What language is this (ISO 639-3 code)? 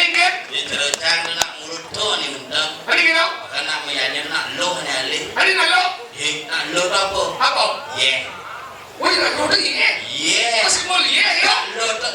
ban